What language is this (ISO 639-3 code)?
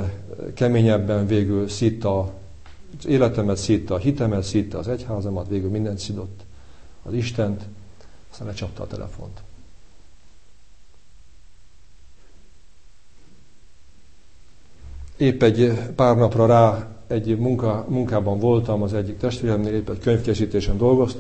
hun